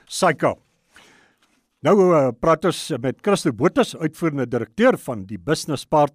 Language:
Afrikaans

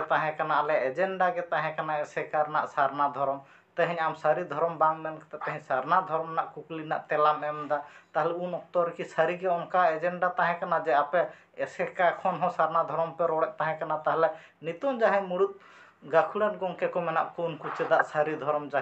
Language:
Santali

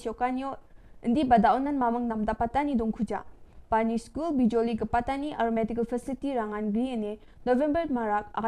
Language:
Garo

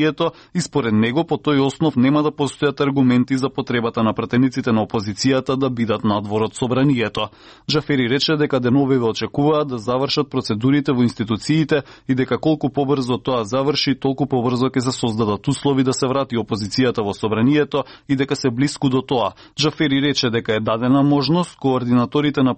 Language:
Macedonian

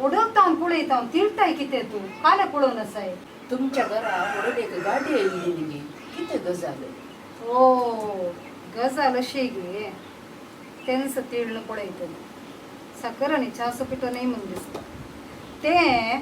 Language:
Konkani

